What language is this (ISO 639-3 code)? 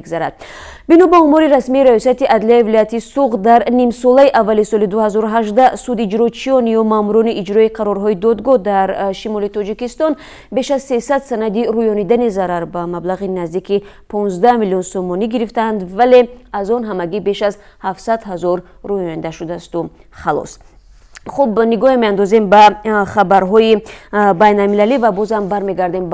tgk